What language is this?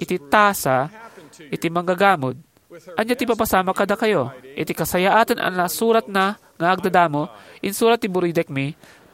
Iloko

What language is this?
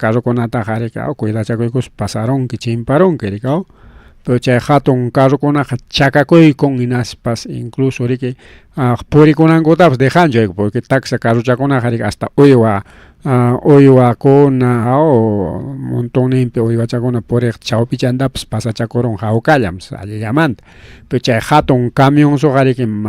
Ayacucho Quechua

